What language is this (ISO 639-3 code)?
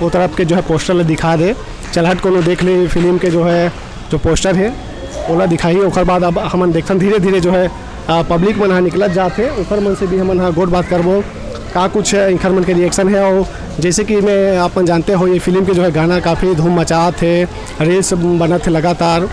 hne